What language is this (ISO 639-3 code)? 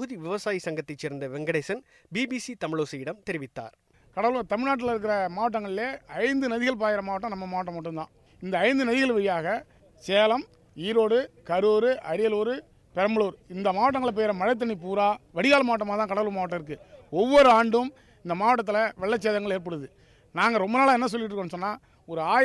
tam